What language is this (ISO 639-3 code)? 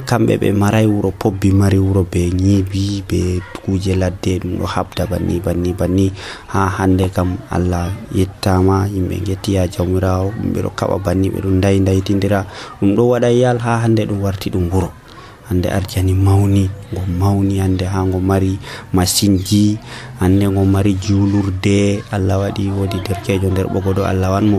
fuv